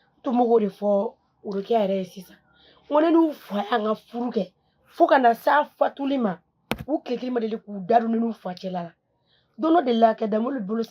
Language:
Bambara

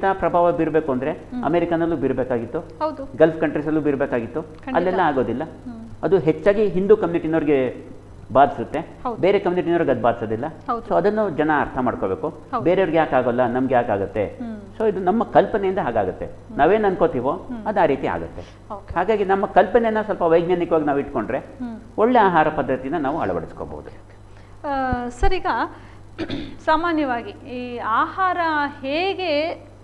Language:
Kannada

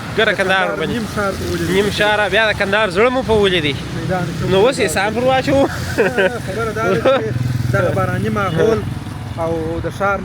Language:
Pashto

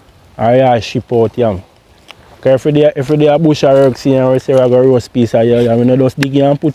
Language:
Jamaican Creole English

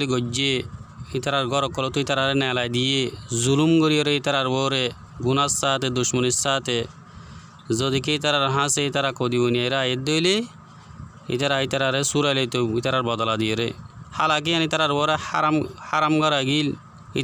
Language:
Rohingya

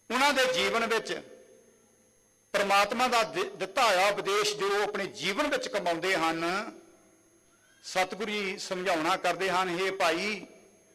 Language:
Punjabi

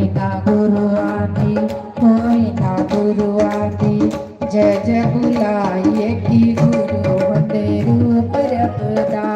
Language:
Dogri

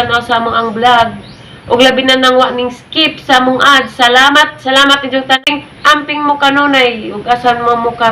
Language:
Cebuano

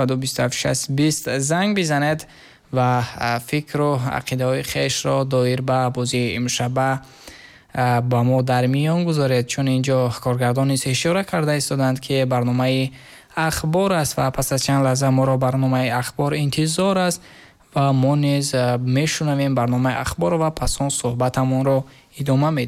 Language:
Tajik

